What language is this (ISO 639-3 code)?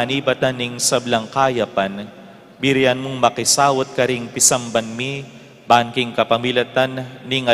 pam